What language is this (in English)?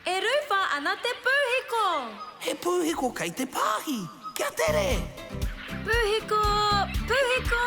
Māori